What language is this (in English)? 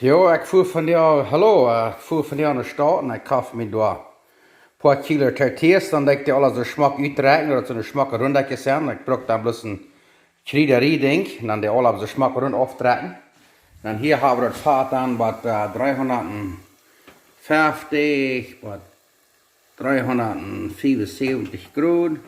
Plautdietsch